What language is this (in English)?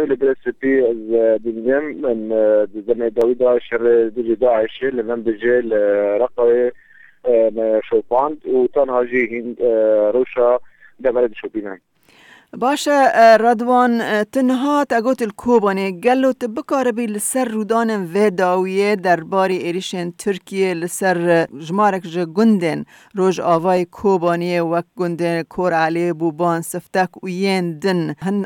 Kurdish